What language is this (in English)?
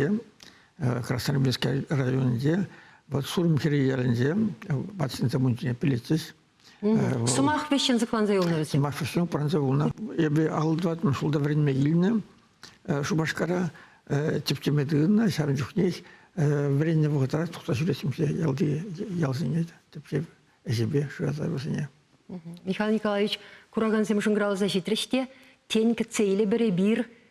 Chuvash